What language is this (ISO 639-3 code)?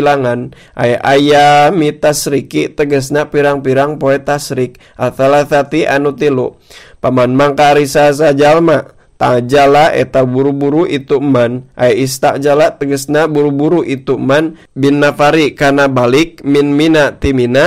sun